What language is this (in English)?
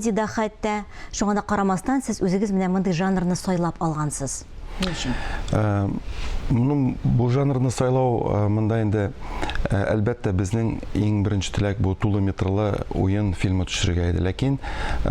Tatar